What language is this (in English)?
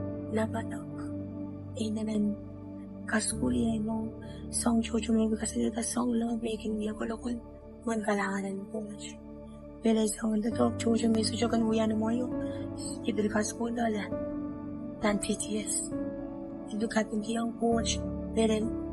Pohnpeian